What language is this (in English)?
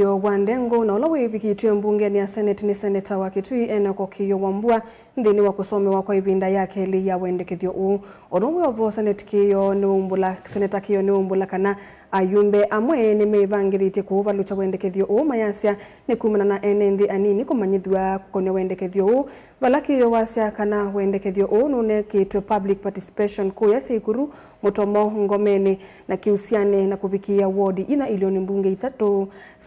Kamba